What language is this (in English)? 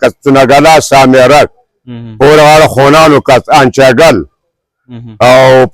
Pashto